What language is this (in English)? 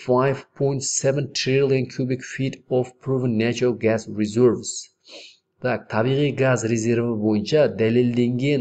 Kazakh